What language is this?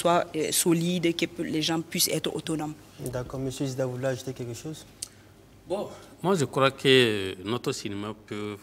French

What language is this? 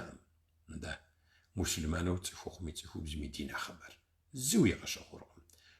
Kabardian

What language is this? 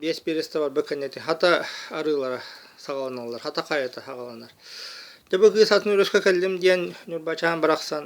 Yakut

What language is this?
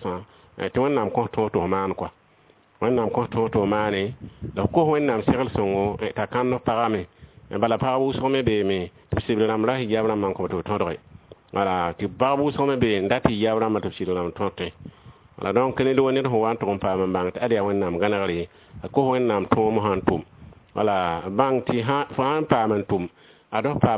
Mossi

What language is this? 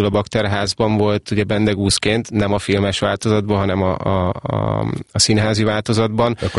Hungarian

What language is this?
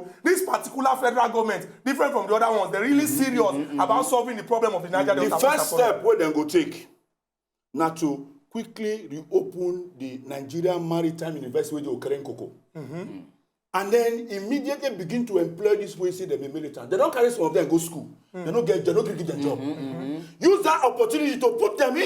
Nigerian Pidgin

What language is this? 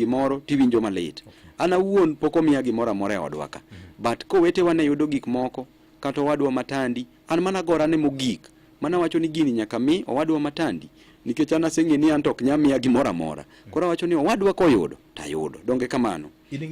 Luo (Kenya and Tanzania)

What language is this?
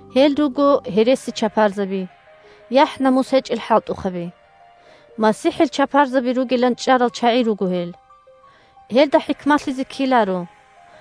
Avaric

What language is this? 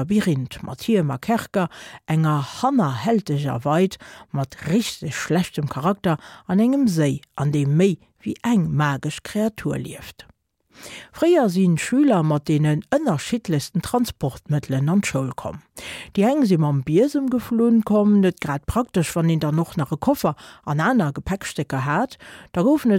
Luxembourgish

